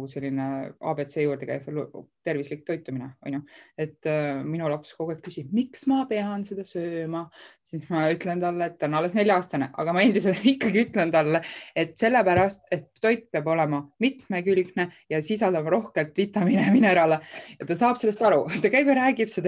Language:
Estonian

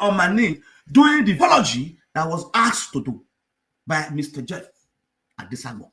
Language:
Nigerian Pidgin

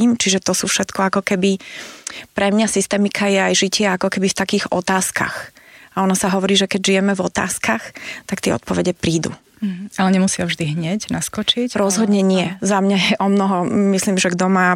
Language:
Slovak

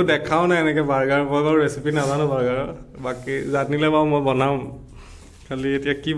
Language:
Assamese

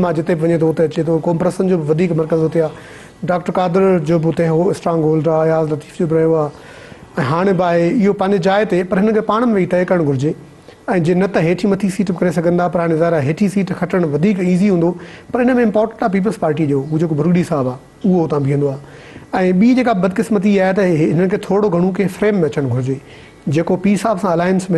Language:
Sindhi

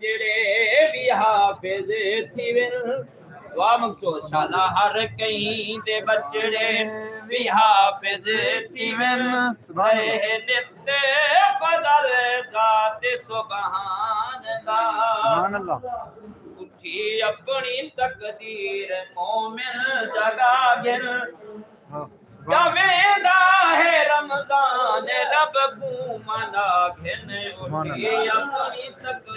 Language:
Saraiki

